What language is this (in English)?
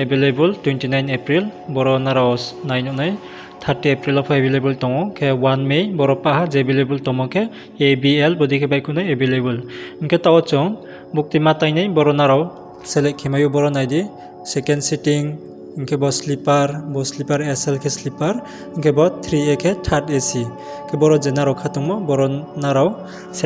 Riang (India)